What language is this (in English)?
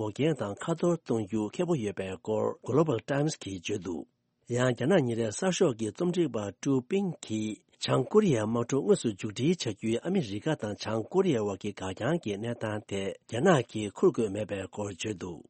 Tibetan